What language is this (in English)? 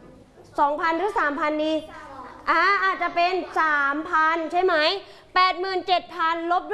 Thai